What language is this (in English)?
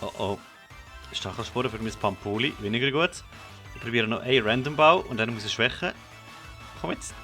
Swiss German